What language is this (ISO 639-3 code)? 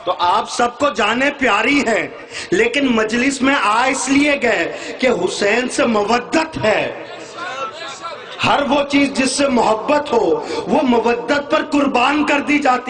urd